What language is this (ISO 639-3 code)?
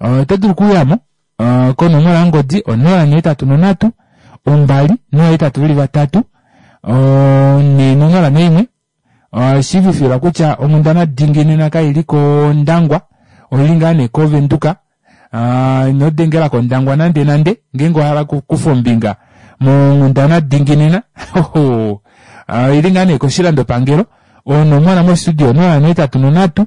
kua